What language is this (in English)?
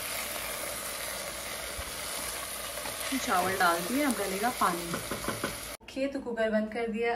Hindi